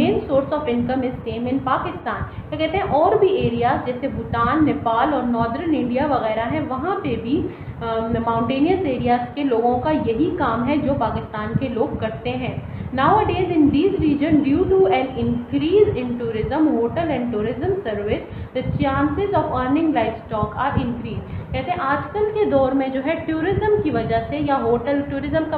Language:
Hindi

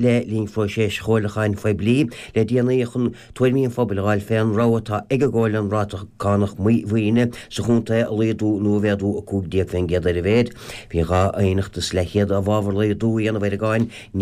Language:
Irish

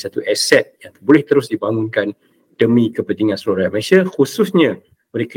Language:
Malay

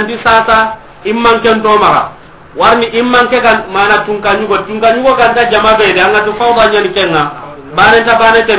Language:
Soninke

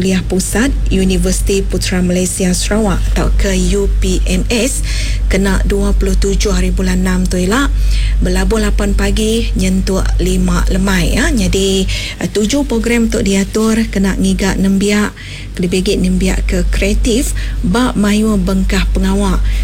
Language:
Iban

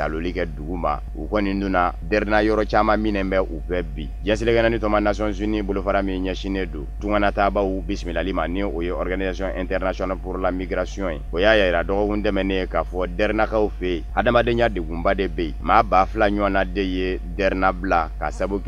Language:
Bambara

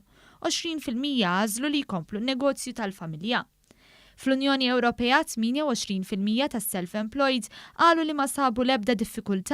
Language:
Maltese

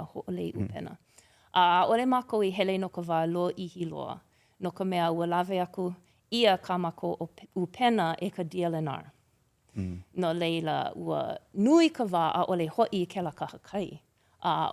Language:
Hawaiian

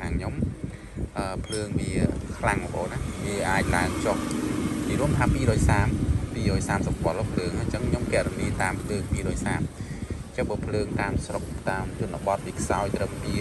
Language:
Khmer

